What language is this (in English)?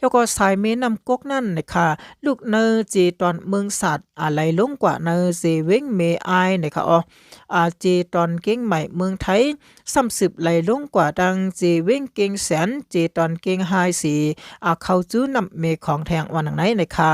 Shan